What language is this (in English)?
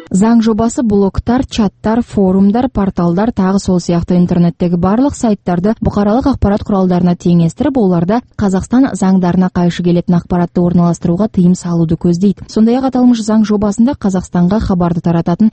Kazakh